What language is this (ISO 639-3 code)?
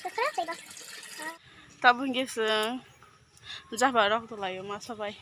trp